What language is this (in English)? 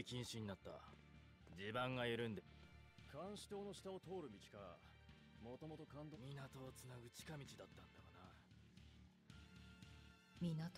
Japanese